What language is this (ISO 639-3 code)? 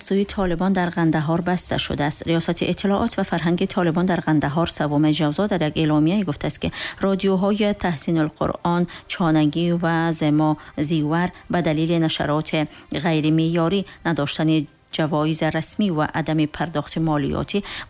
tgk